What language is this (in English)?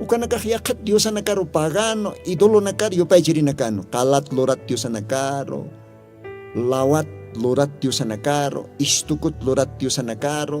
Aymara